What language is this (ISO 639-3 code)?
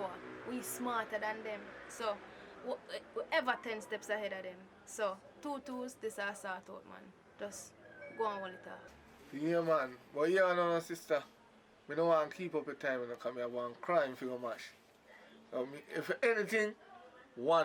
jam